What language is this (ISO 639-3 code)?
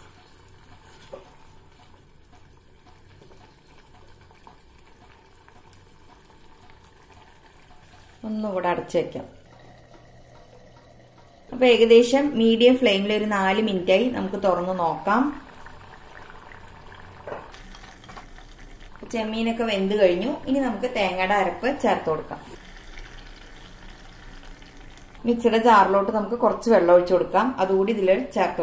mal